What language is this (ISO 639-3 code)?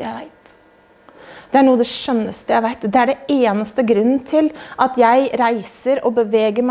nor